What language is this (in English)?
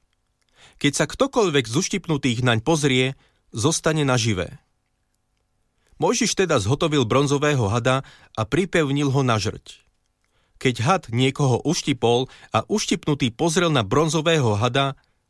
Slovak